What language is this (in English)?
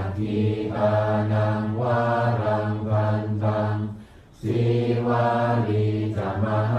Pali